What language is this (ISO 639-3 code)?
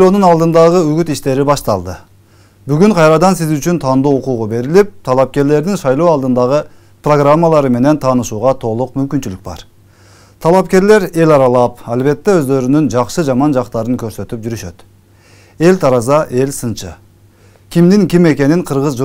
kir